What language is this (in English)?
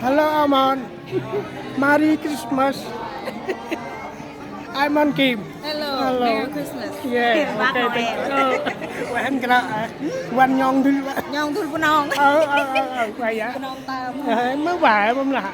Central Mnong